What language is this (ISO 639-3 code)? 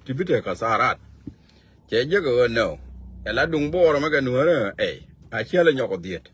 nus